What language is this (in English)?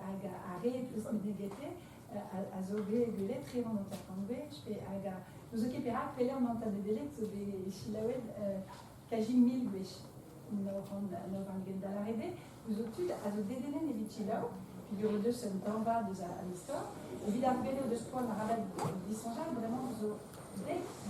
Breton